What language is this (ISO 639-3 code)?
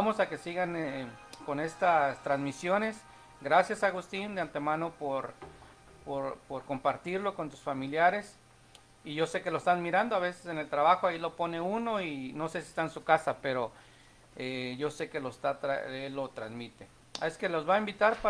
spa